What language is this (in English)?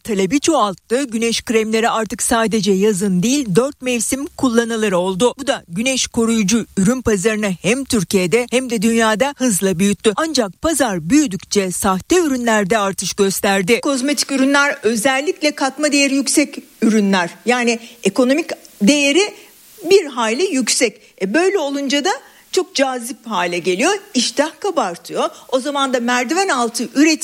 Turkish